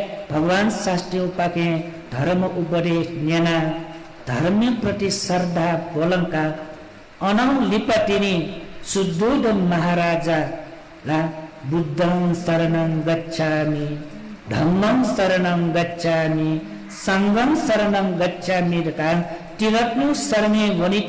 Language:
Newari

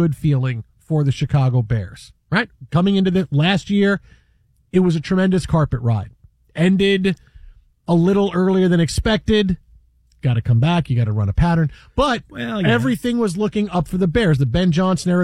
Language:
English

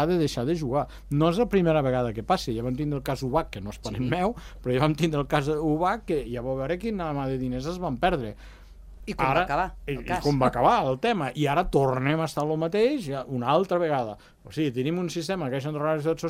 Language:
Catalan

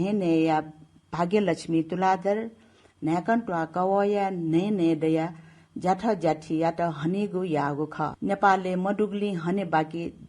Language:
Newari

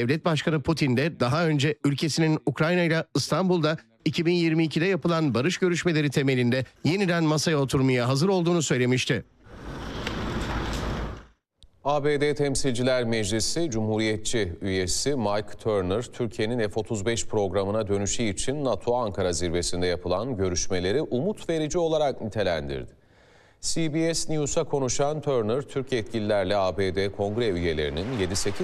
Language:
Turkish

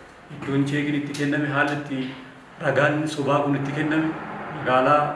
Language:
Oromo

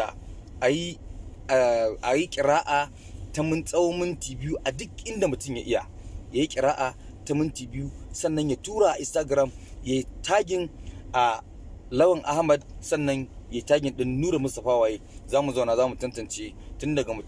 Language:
Hausa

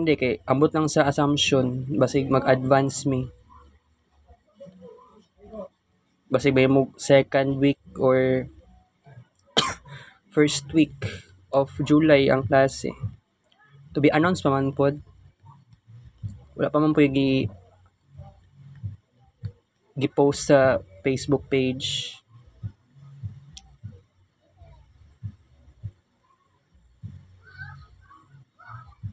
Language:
Cebuano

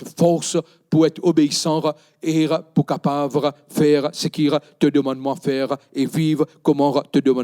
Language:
Morisyen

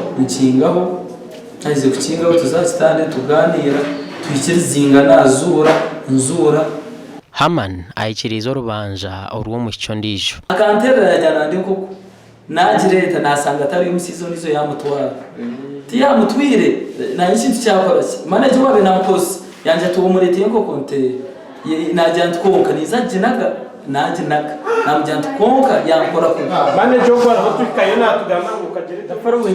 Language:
Nyankole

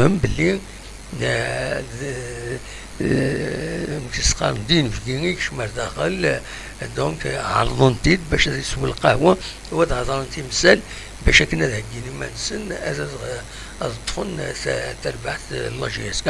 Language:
Kabyle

